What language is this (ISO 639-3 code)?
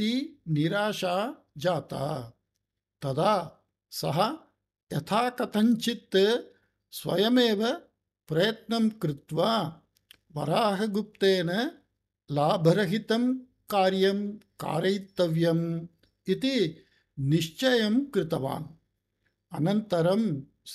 san